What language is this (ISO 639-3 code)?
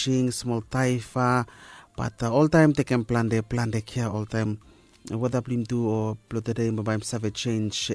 bis